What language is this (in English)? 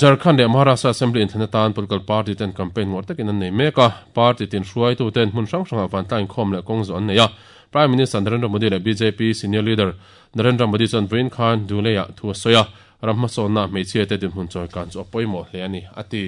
Mizo